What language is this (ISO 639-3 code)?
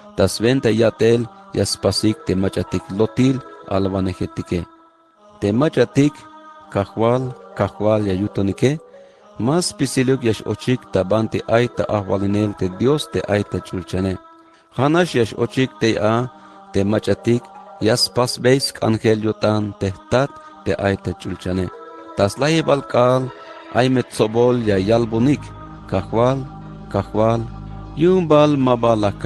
tzh